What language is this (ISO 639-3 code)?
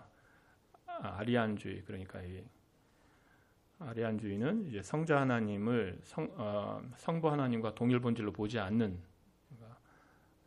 kor